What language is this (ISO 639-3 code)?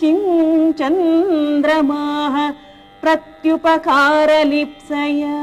san